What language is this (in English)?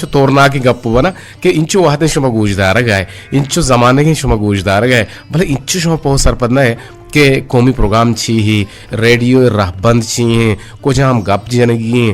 Eastern Balochi